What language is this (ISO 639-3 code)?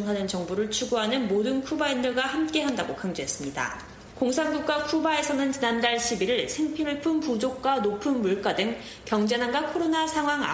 kor